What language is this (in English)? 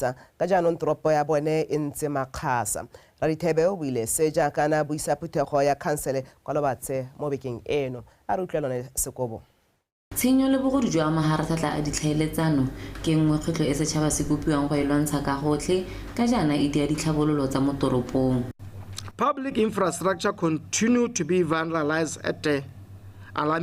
Tswana